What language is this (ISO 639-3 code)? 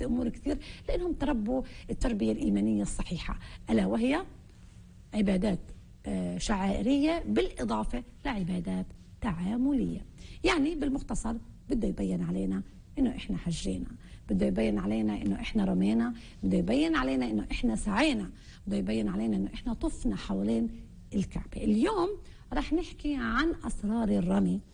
apc